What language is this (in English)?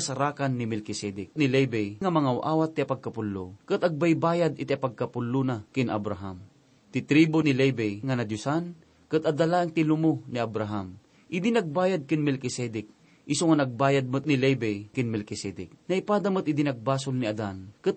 Iloko